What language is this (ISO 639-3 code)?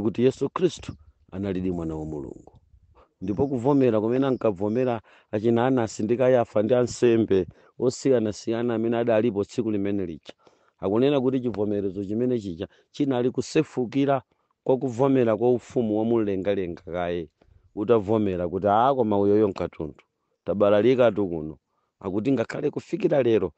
nya